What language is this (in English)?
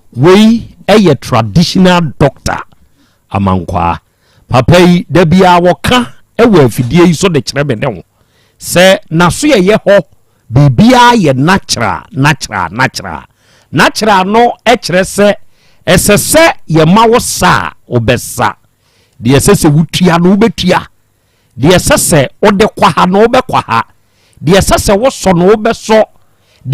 Akan